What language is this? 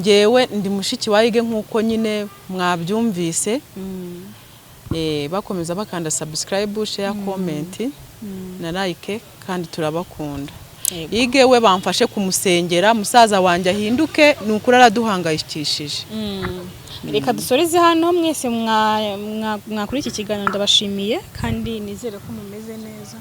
Kinyarwanda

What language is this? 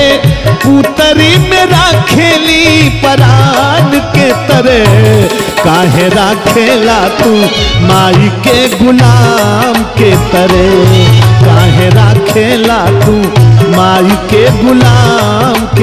Bhojpuri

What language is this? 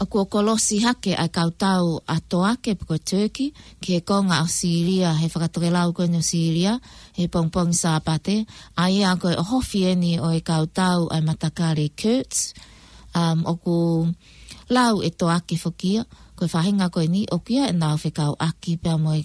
Tongan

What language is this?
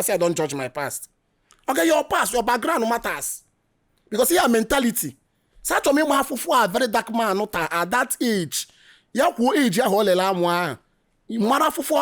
Igbo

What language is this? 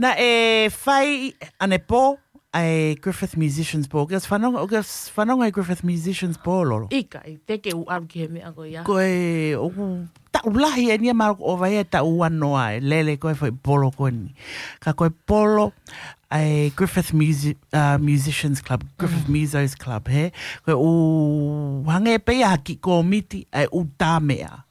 Tongan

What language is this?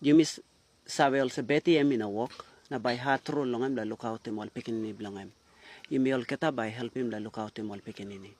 Tok Pisin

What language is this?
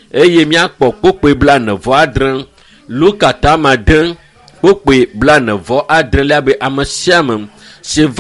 Ewe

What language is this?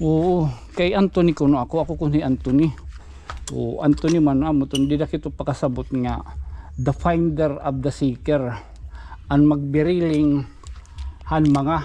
Waray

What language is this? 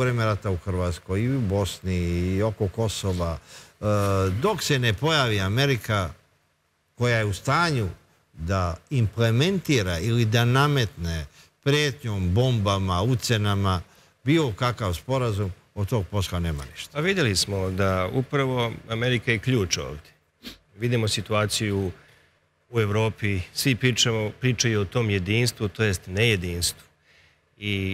Serbian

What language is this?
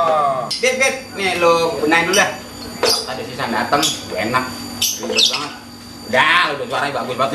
Betawi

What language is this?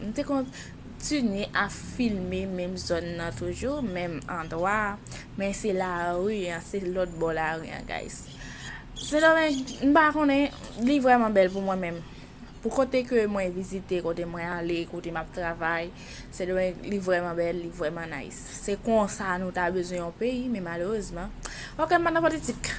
Haitian Creole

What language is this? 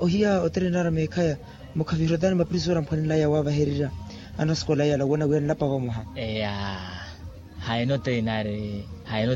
Makhuwa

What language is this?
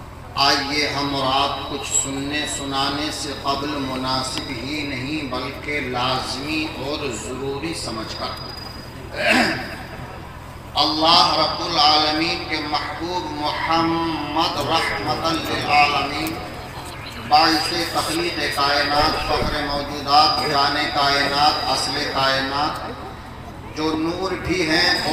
Urdu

